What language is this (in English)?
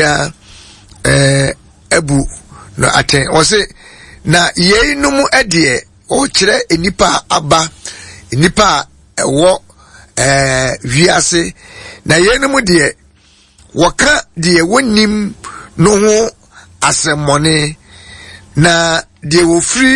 Akan